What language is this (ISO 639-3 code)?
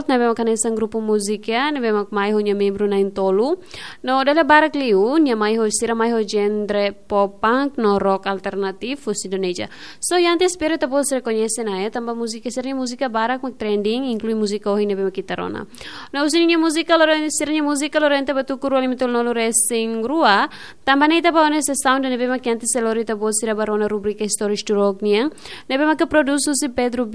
tet